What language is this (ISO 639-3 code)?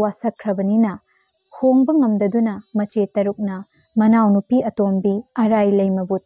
mni